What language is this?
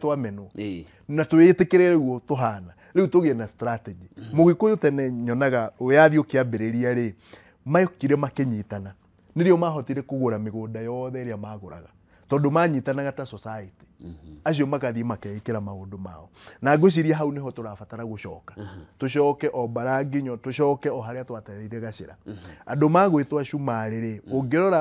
Kikuyu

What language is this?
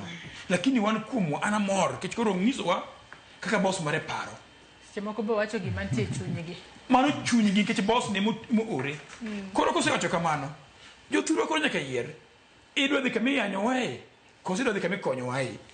Luo (Kenya and Tanzania)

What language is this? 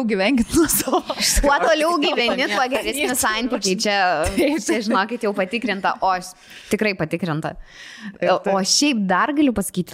Lithuanian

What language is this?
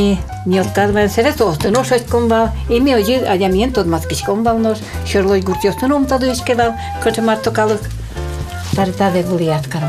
Udmurt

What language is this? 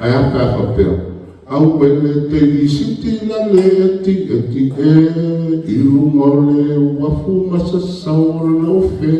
Samoan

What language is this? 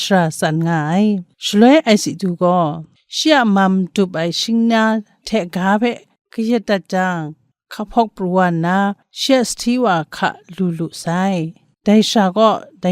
Kachin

